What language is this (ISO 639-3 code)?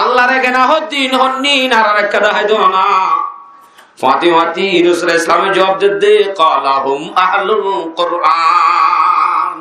rhg